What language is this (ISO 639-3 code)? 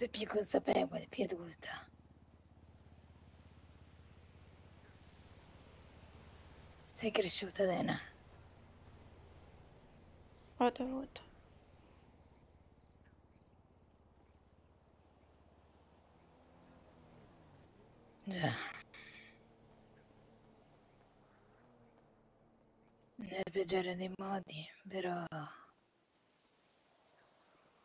ita